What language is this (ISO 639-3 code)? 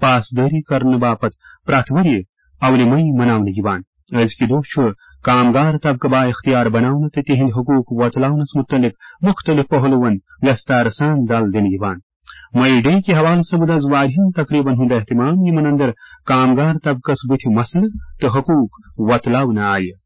kas